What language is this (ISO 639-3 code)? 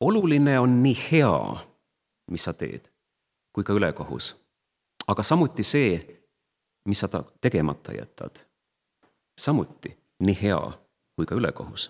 est